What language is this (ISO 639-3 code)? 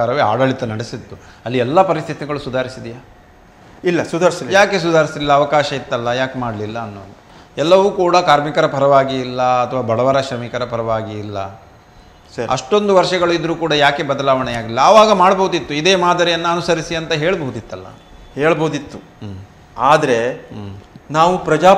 kan